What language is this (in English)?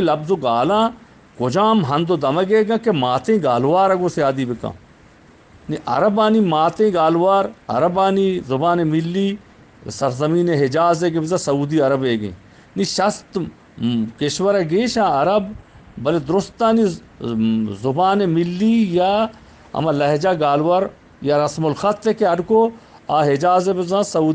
Eastern Balochi